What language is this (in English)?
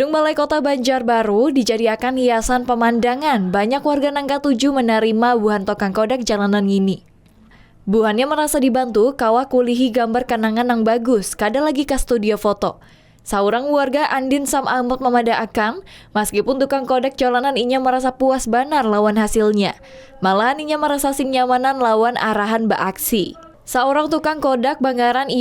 Banjar